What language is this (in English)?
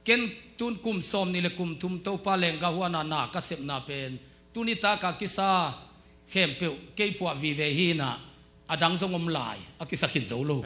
Tedim Chin